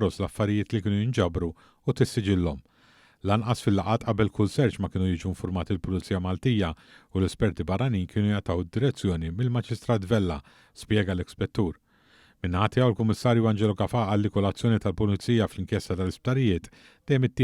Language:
Maltese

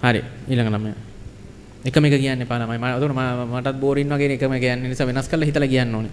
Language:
Sinhala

